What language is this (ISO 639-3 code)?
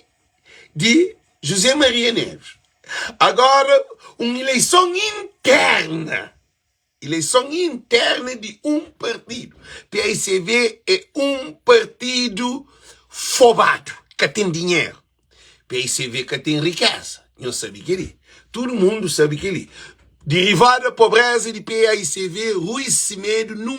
kea